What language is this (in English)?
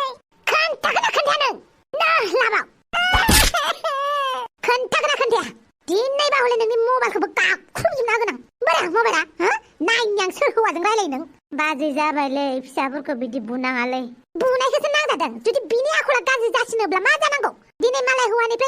Bodo